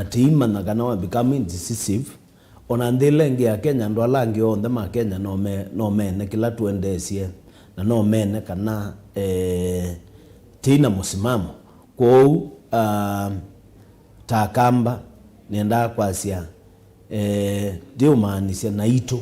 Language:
Kamba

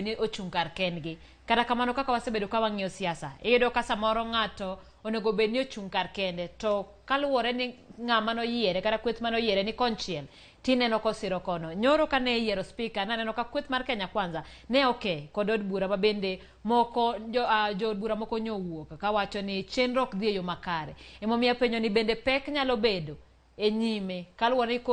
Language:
Luo (Kenya and Tanzania)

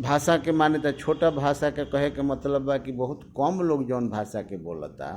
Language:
Bhojpuri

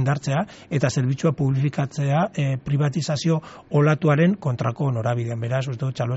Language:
Basque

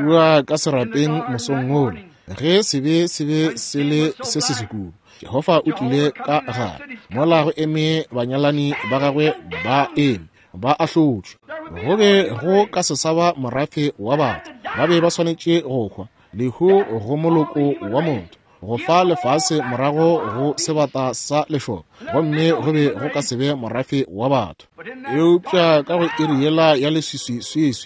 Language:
Northern Sotho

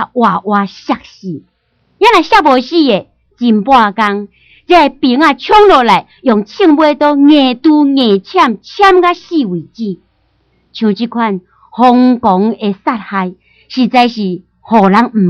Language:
Min Nan Chinese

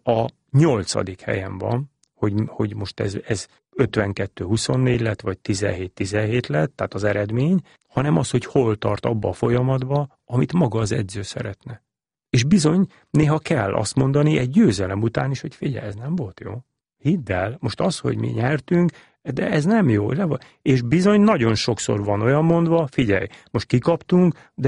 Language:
Hungarian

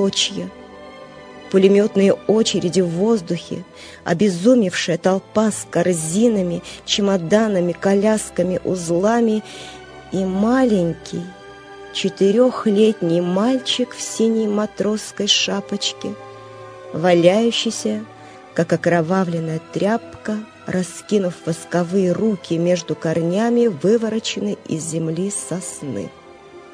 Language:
Russian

